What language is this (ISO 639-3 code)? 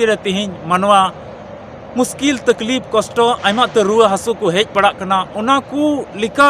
sat